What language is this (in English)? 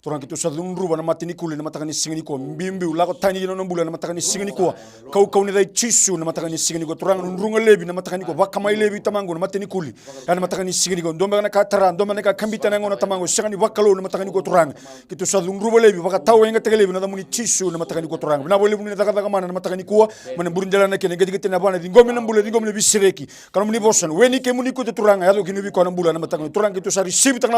Fijian